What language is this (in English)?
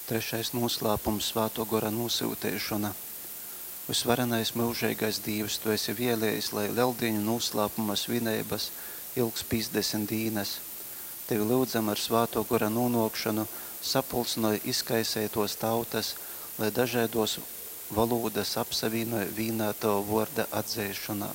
Latgalian